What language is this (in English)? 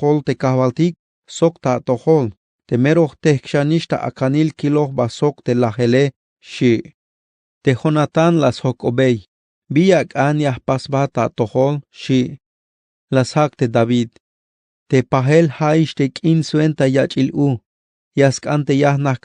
Tzeltal